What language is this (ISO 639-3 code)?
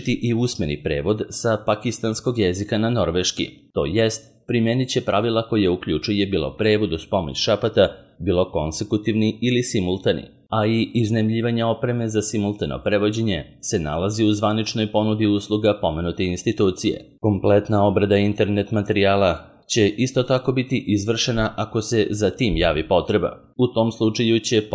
srp